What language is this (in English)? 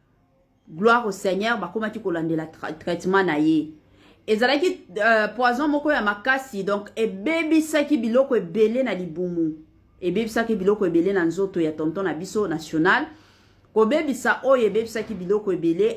Lingala